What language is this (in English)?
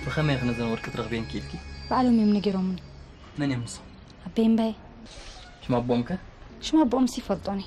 Tigrinya